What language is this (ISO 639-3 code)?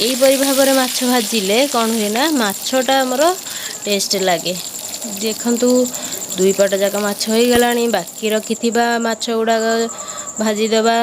ori